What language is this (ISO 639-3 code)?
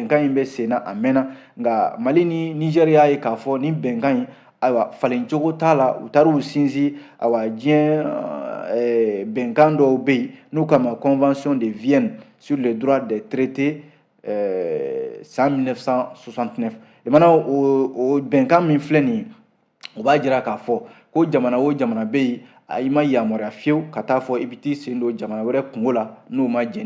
bam